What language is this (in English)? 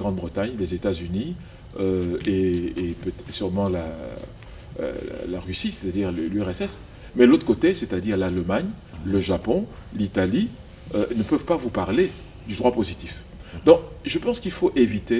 French